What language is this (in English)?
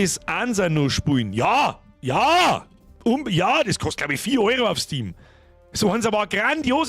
Bavarian